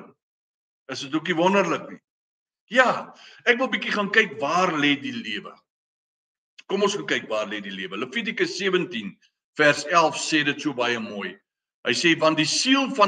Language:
Afrikaans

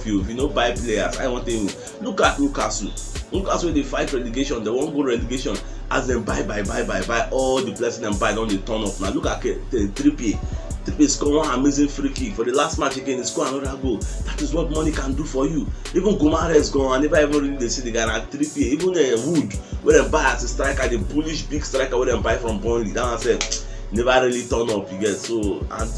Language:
Nigerian Pidgin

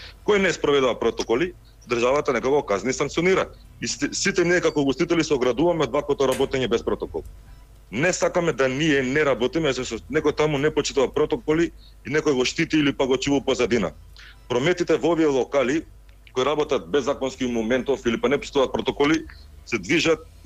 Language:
Macedonian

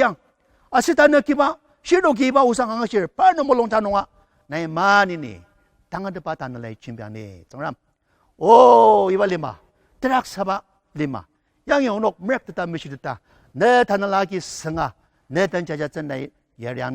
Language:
Ao Naga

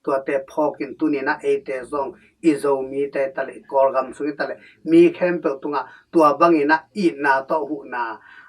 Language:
Tedim Chin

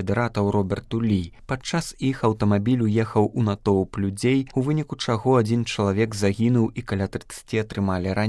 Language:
Belarusian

